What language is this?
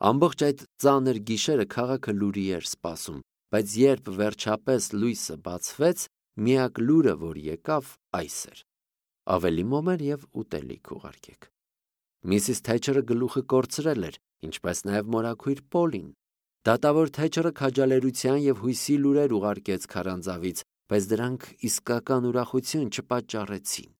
Armenian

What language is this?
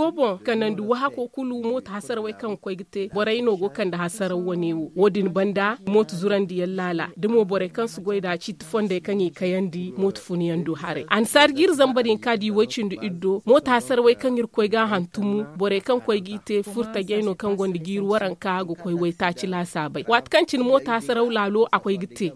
Zarma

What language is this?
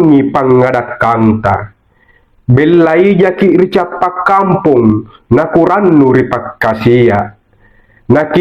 Makasar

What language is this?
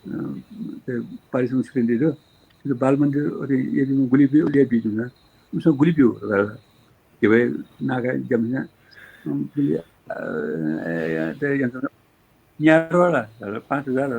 Newari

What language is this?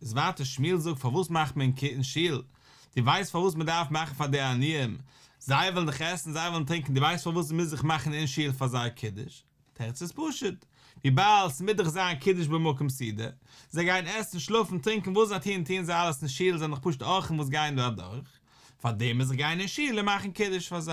Yiddish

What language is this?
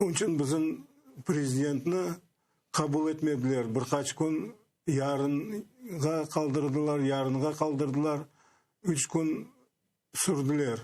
Crimean Tatar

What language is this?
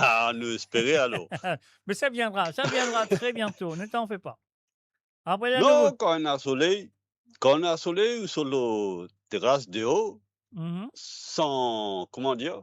Morisyen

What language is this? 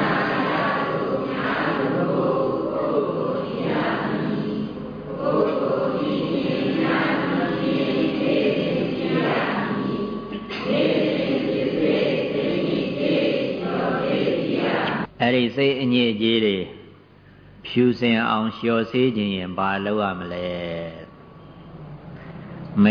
Burmese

